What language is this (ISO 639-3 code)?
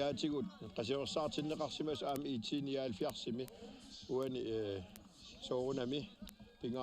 kal